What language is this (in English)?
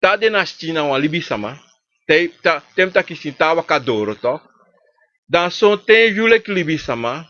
Sranan Tongo